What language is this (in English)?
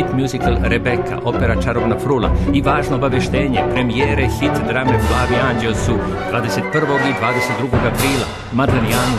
Serbian